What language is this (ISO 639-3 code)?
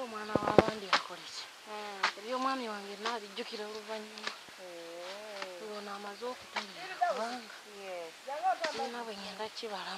lug